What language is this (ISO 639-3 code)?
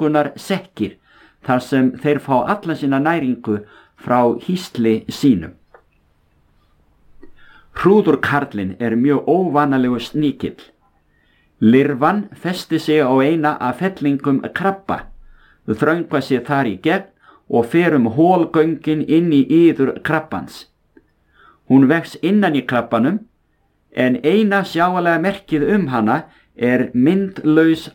isl